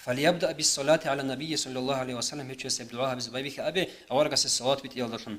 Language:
Avaric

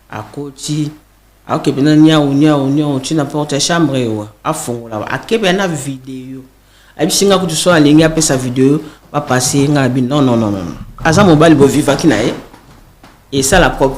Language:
Lingala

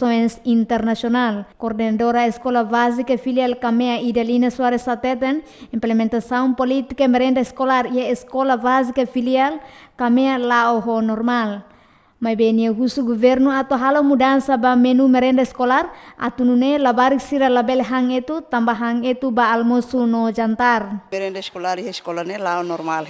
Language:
Tetum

